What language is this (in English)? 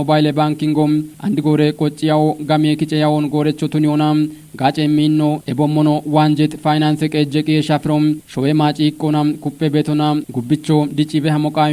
Kafa